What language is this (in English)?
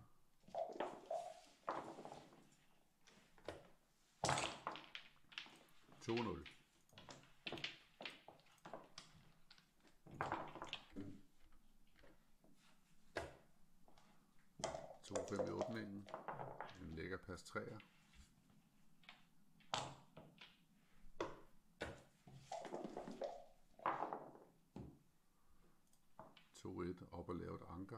Danish